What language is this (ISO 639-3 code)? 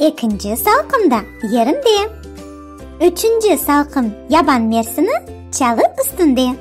crh